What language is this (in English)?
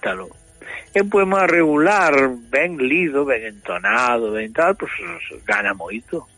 Galician